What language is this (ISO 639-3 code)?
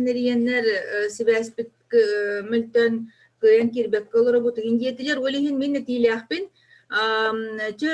sah